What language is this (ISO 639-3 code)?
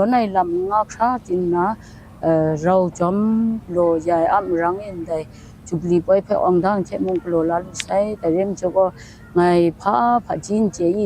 kac